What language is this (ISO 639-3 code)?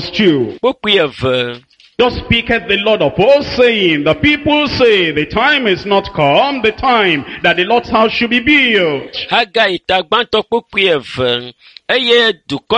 ewe